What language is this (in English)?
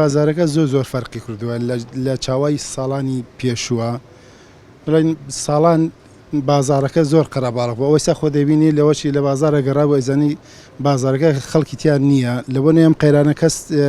Central Kurdish